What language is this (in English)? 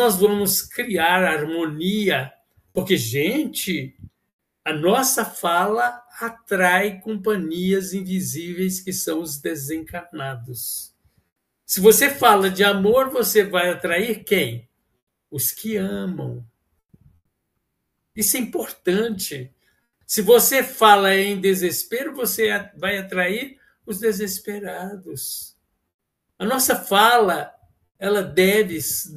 Portuguese